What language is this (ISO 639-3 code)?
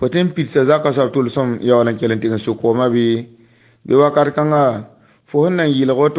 mos